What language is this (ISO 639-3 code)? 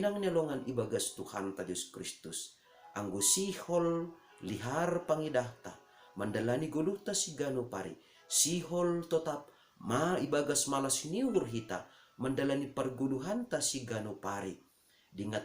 bts